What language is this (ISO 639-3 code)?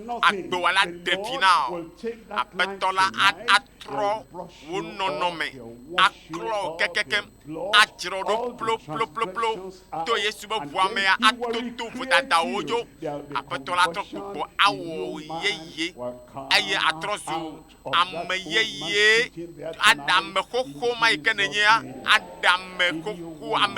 ewe